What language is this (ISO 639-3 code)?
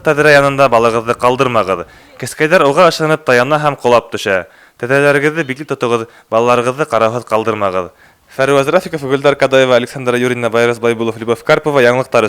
bak